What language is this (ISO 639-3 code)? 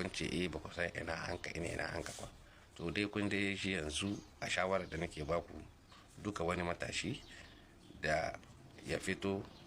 hau